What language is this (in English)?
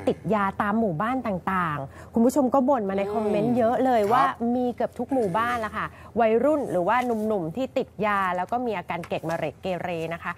Thai